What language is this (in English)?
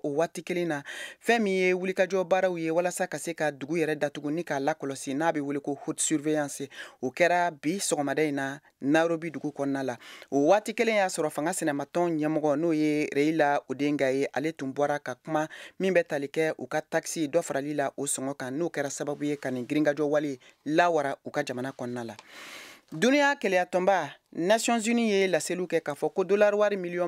Bambara